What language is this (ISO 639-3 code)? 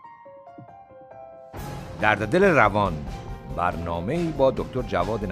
fas